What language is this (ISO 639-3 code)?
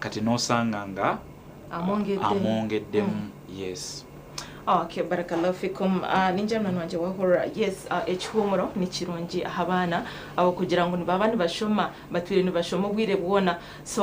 nyn